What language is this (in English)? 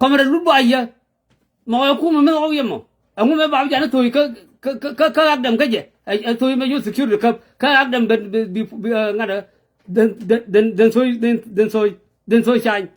Nuer